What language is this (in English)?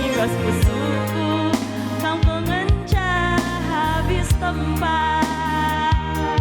Batak Karo